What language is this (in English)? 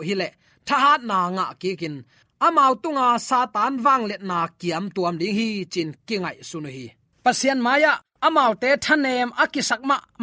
Tedim Chin